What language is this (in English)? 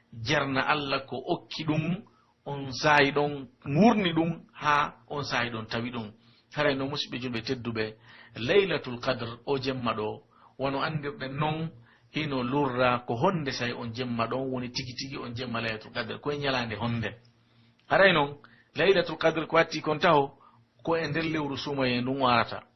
Pular